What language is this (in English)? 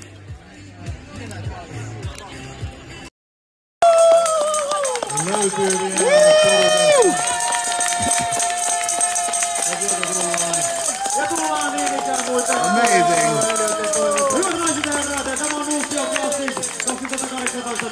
Finnish